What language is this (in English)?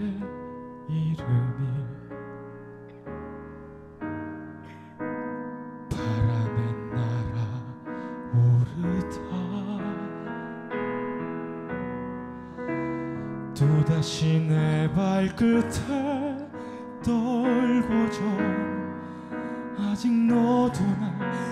Korean